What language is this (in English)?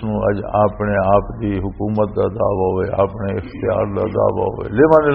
Western Panjabi